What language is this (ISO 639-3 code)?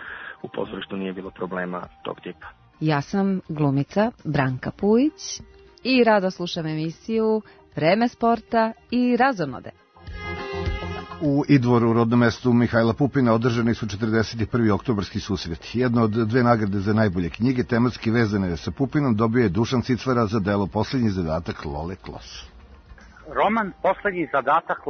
srp